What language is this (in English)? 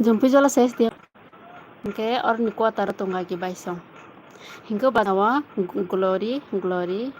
Kok Borok